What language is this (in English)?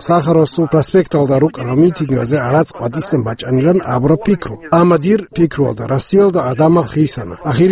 Avaric